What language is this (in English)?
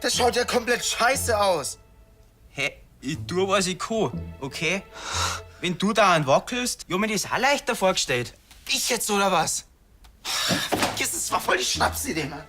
Bavarian